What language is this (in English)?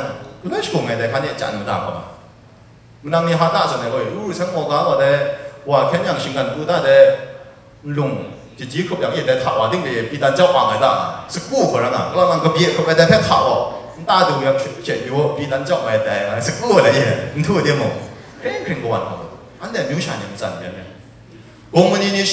Kachin